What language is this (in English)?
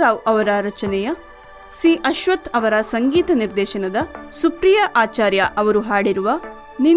Kannada